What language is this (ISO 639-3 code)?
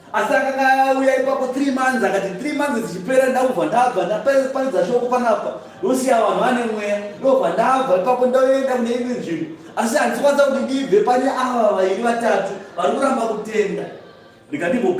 sna